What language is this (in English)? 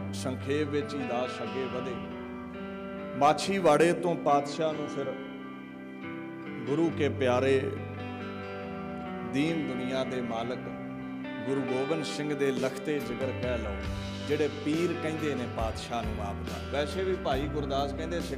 Punjabi